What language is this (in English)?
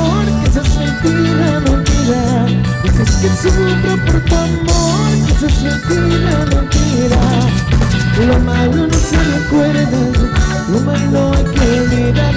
Spanish